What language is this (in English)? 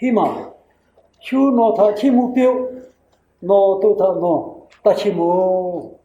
Lahu